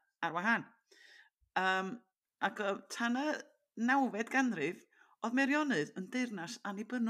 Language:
Welsh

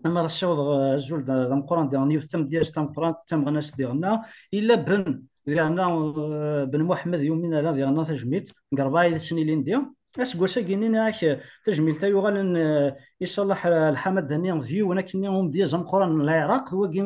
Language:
Kabyle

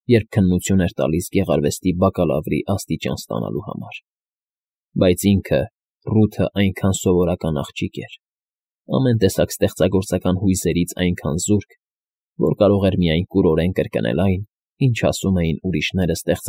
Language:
Armenian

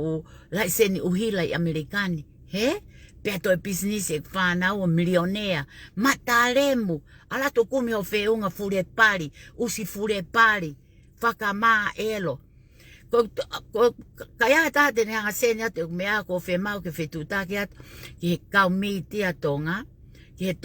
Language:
Tongan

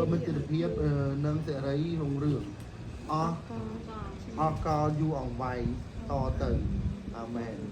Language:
Khmer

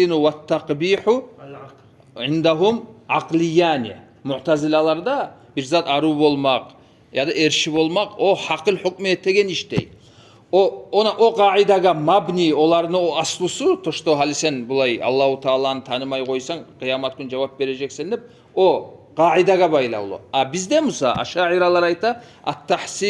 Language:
Kumyk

